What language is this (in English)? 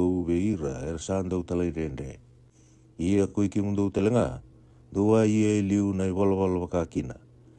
Fijian